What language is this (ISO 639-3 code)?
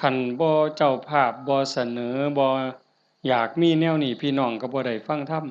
tts